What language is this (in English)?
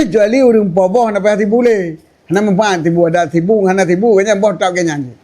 Achinese